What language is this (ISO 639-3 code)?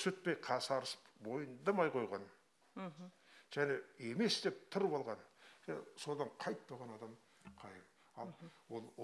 kaz